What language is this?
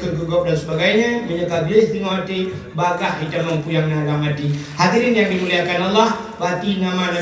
Achinese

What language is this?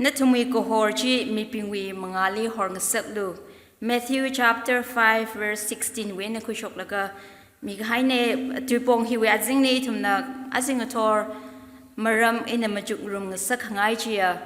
Tangkhul Naga (India)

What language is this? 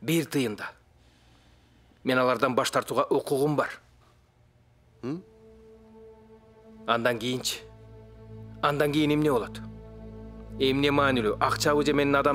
Kyrgyz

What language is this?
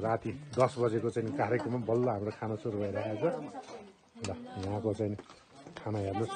Nepali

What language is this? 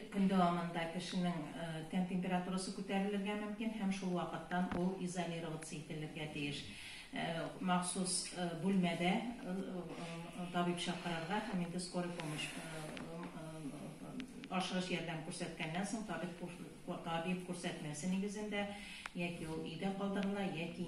Tatar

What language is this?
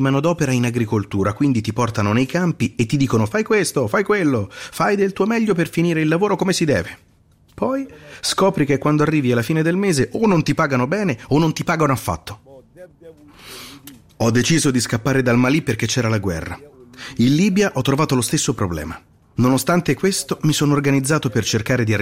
Italian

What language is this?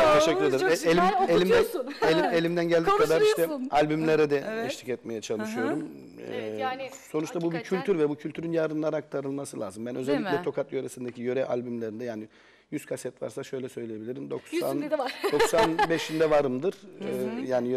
Turkish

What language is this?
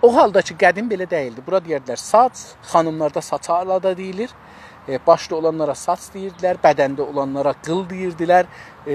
South Azerbaijani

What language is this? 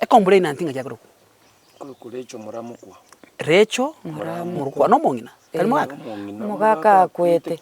Gusii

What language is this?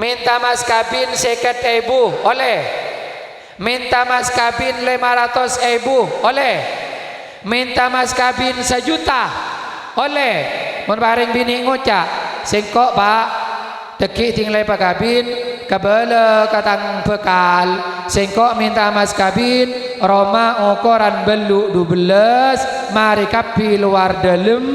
Madurese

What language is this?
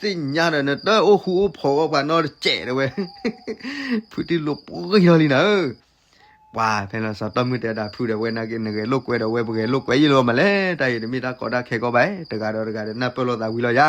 S'gaw Karen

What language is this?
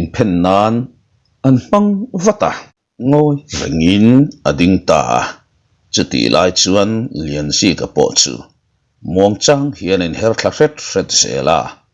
Mizo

